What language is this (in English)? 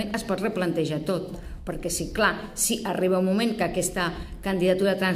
Catalan